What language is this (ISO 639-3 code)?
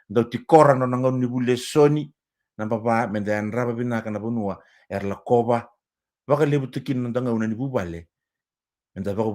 fij